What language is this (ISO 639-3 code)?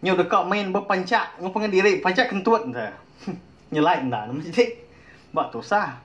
iba